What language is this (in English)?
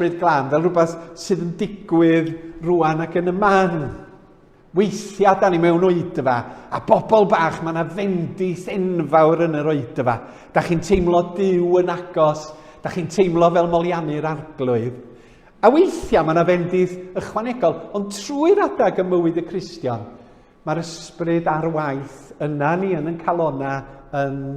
Welsh